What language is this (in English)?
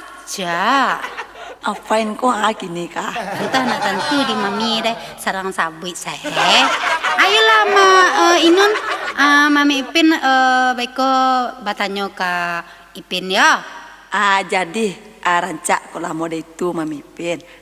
Minangkabau